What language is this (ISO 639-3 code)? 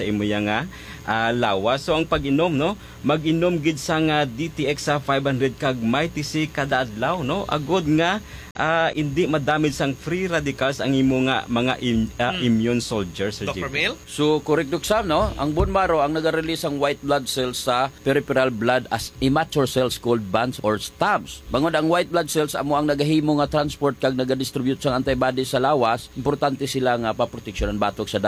hil